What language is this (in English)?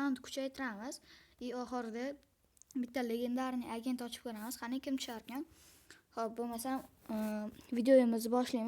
Uzbek